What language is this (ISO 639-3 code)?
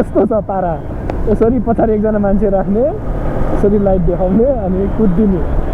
nep